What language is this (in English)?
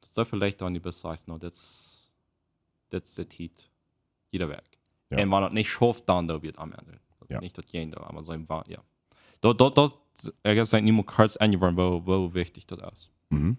Plautdietsch